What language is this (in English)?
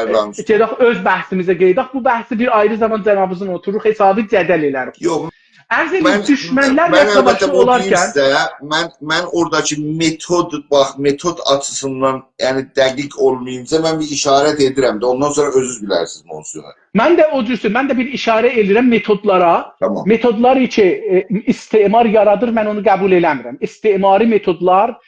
South Azerbaijani